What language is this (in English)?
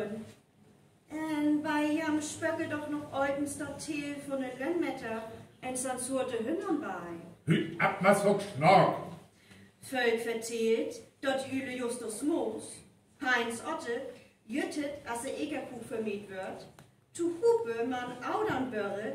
Northern Frisian